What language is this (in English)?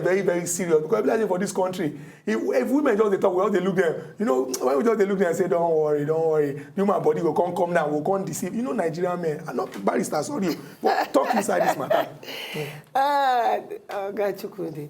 Nigerian Pidgin